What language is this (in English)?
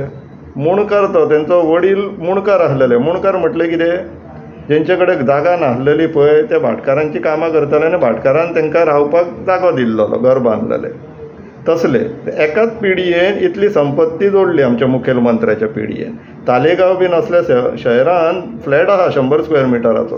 Konkani